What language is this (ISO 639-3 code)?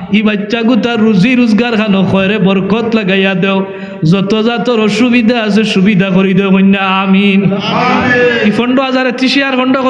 syl